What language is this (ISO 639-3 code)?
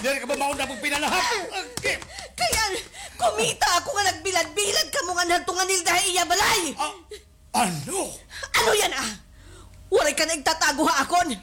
war